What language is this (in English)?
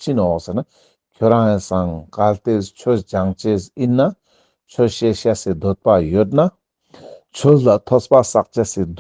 Ladakhi